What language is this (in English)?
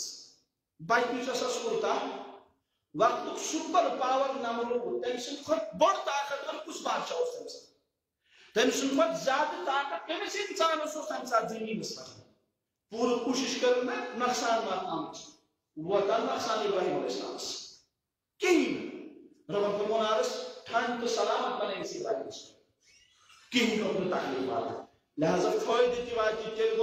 Kashmiri